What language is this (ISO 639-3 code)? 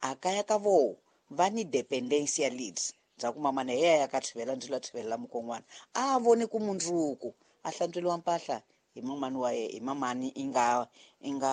tso